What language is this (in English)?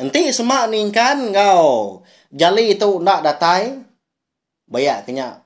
Iban